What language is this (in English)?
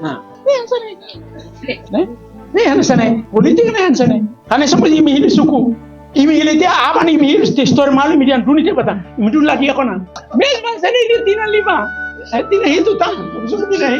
Tetum